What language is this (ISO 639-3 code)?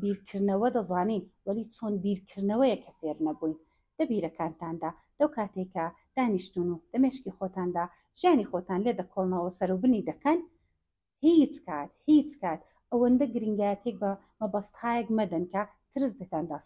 ckb